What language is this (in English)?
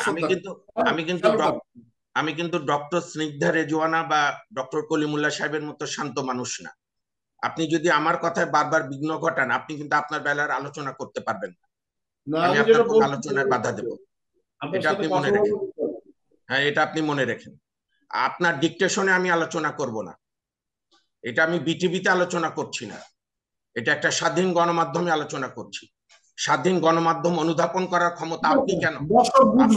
Bangla